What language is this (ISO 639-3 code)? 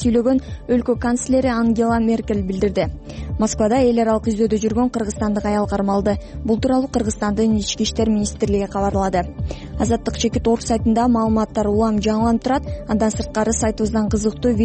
kir